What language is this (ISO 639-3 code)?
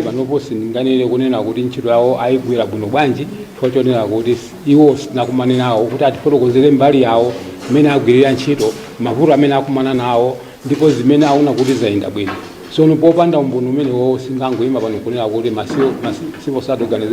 nya